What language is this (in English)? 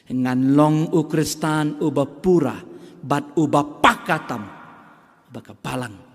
Khasi